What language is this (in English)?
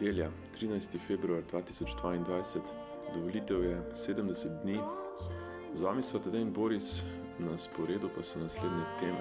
Slovenian